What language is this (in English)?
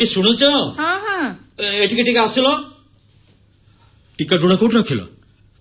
Odia